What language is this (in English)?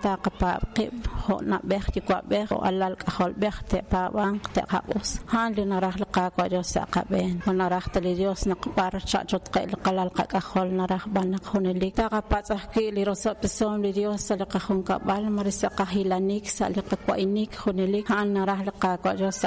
Kekchí